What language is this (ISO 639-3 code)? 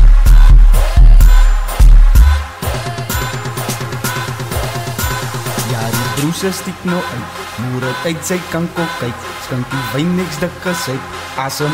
afr